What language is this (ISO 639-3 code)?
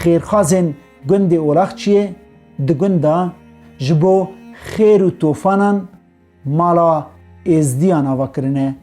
kur